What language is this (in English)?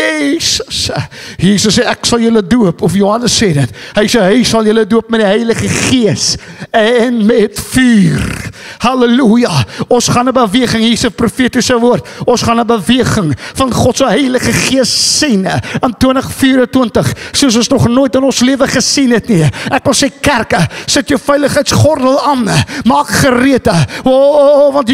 Afrikaans